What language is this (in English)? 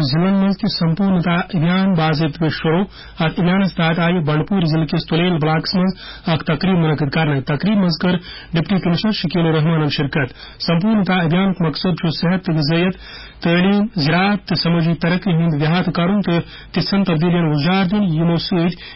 Kashmiri